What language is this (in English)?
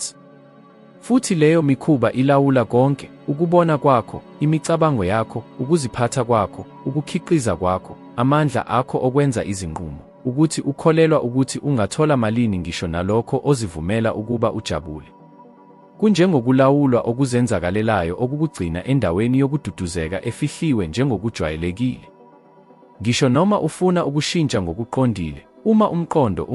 Zulu